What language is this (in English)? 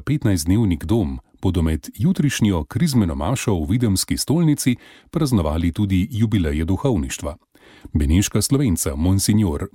Slovenian